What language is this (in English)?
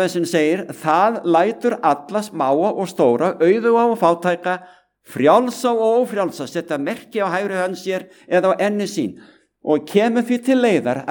Icelandic